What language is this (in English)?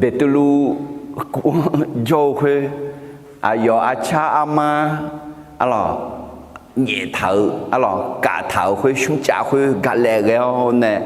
Akha